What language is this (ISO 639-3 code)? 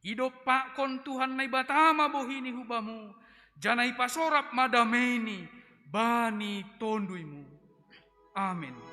bts